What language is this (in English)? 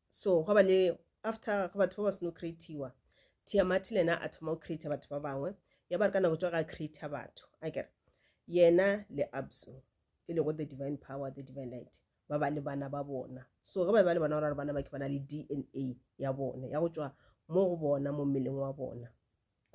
Northern Sotho